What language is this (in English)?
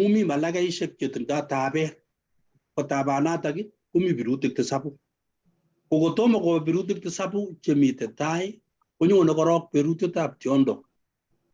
Kalenjin